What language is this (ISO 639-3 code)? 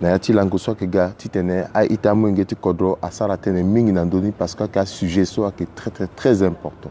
sag